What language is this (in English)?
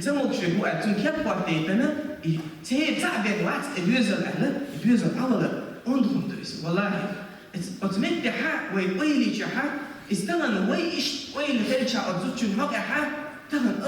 Chechen